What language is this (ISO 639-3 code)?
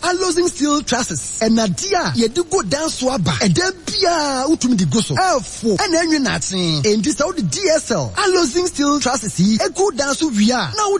aka